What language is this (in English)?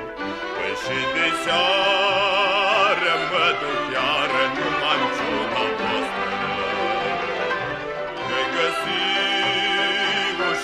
Romanian